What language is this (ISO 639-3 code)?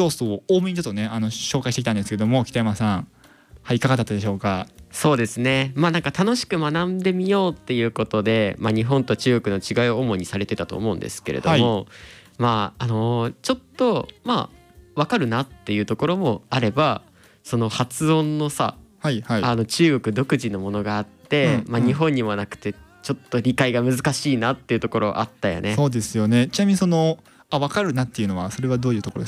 jpn